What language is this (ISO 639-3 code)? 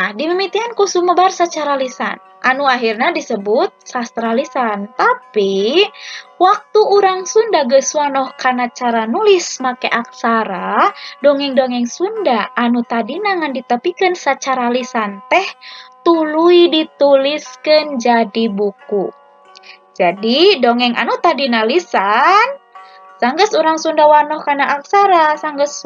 sun